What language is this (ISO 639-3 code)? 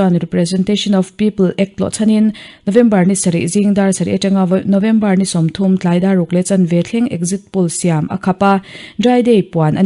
lus